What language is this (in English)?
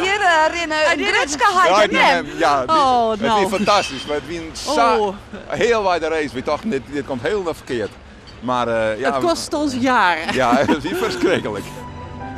Western Frisian